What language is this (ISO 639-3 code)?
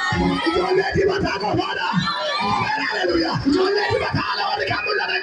orm